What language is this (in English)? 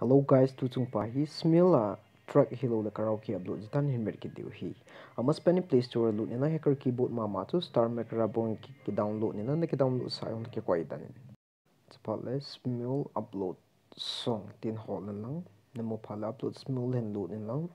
Thado Chin